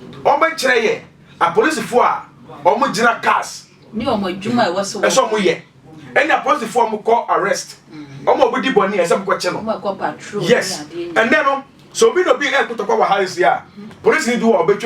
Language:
Akan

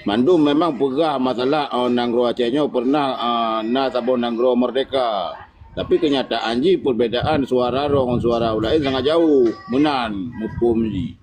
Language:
Achinese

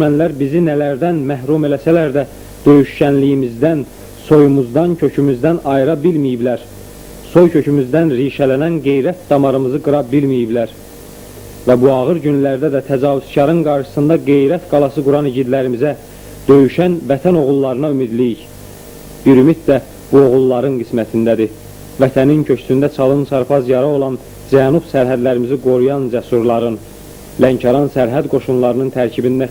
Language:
Azerbaijani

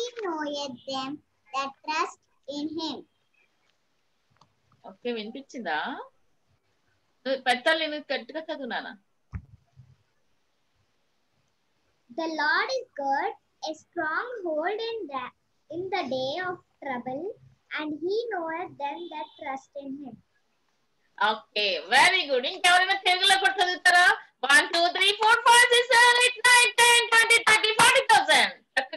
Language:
Telugu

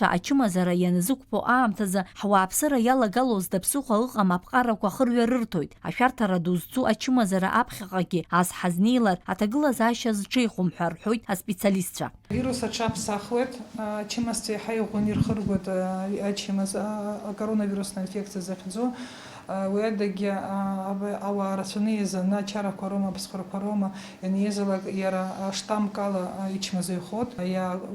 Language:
Abkhazian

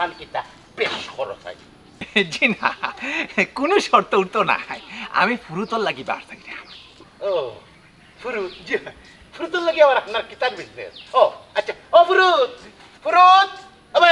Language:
Sylheti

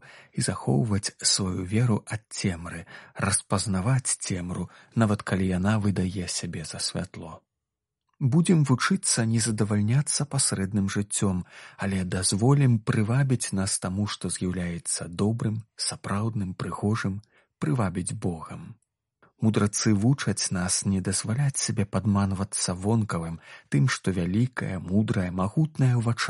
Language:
Belarusian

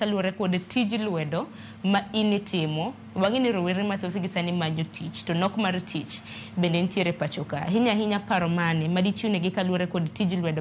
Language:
Luo (Kenya and Tanzania)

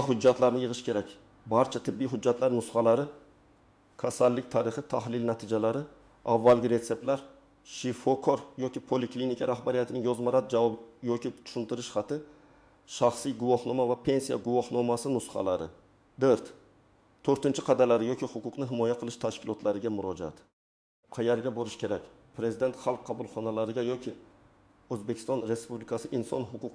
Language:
Uzbek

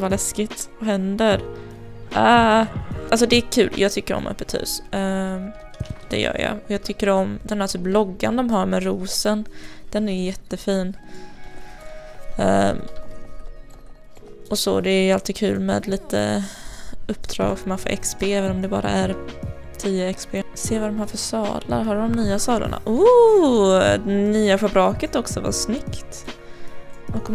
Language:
Swedish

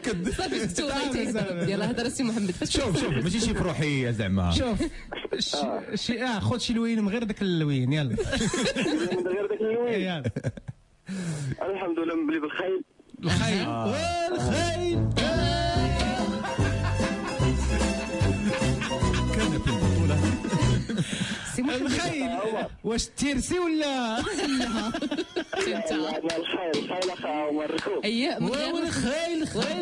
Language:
Moroccan Arabic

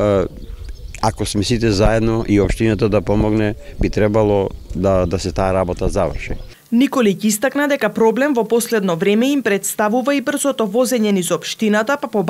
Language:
Macedonian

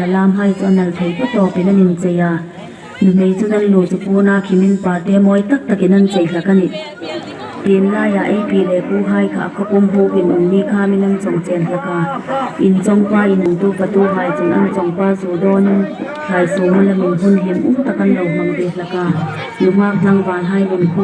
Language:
Hmar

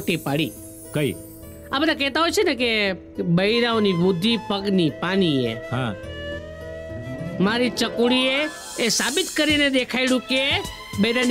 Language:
Gujarati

